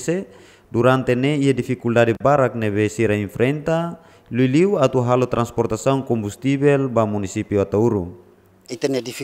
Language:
Tetum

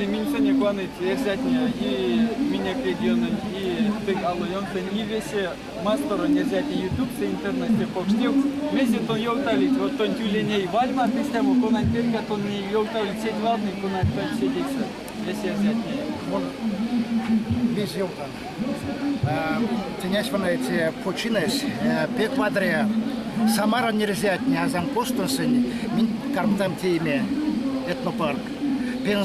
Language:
Erzya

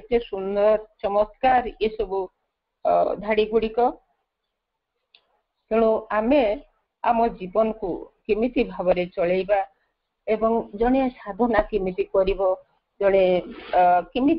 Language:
Odia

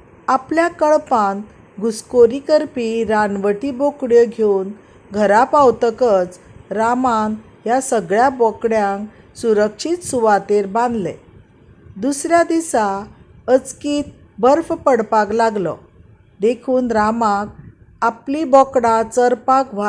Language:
Konkani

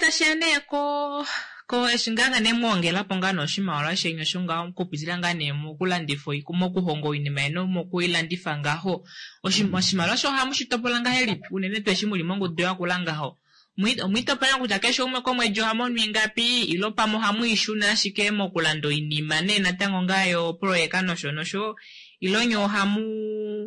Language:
Kuanyama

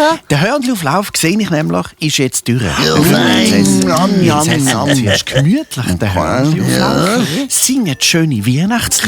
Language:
Swiss German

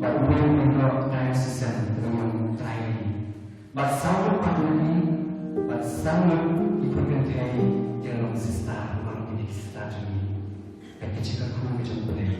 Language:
Khasi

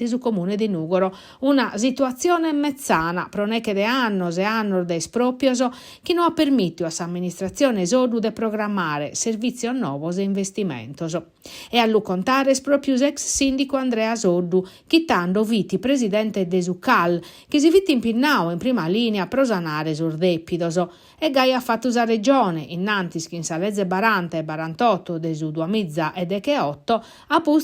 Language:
Sardinian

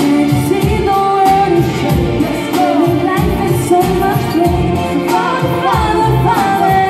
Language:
English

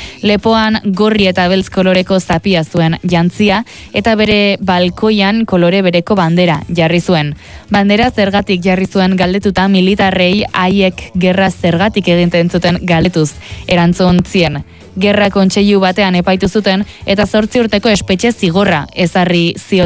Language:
Basque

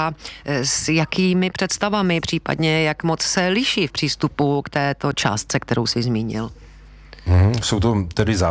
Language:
Czech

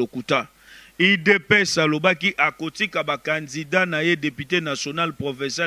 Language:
Lingala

